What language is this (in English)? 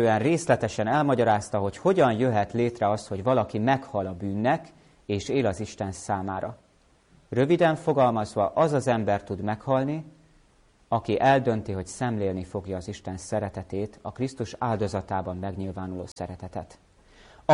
Hungarian